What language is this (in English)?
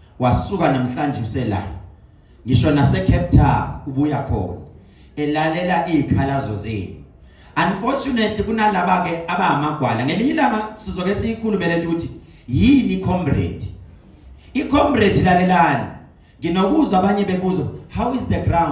Zulu